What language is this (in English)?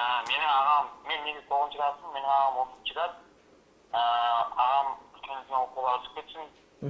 Kara-Kalpak